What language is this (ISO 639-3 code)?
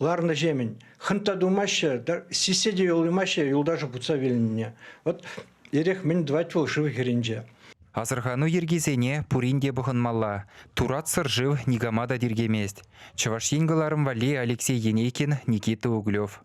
chv